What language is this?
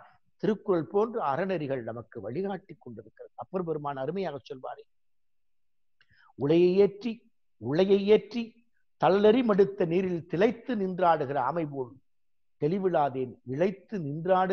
Tamil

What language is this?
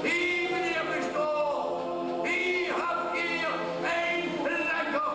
Limburgish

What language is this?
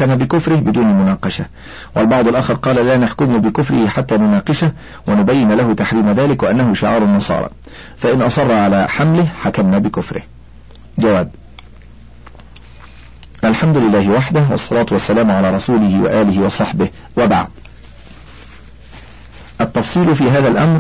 Arabic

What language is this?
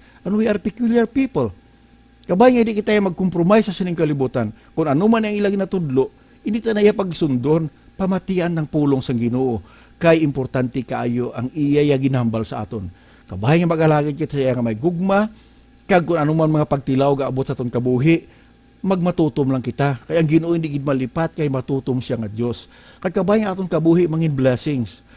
Hiligaynon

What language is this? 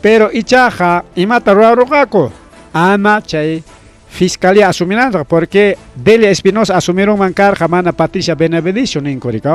Ayacucho Quechua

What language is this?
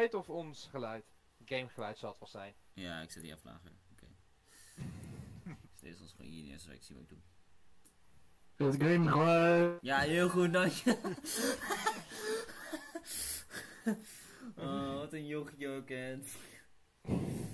Dutch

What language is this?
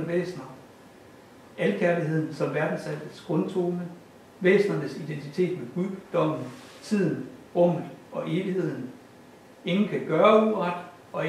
Danish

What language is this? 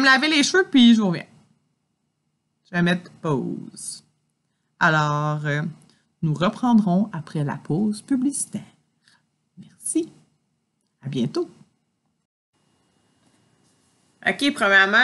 French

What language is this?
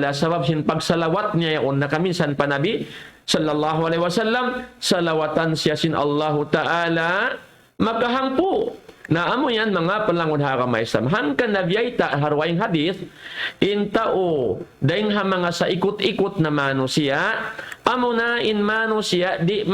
Tausug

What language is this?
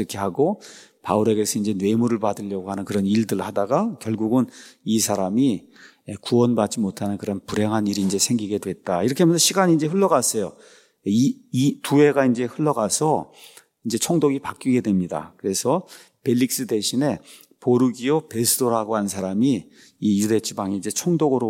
Korean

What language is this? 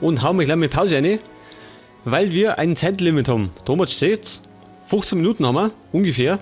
Bavarian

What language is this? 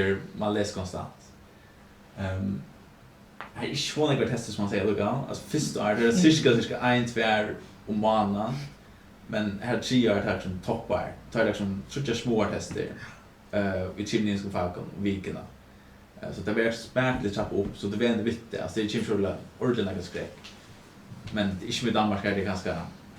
Faroese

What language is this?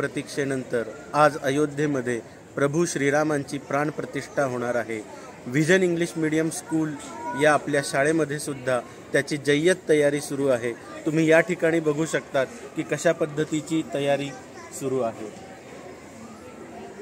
Marathi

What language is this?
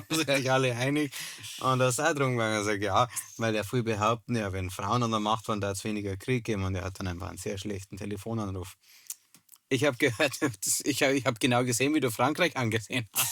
Bavarian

